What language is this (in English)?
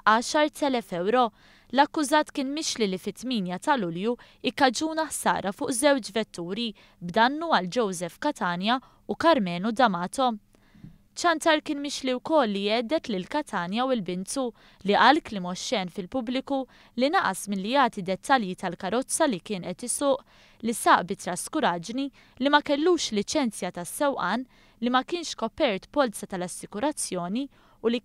Maltese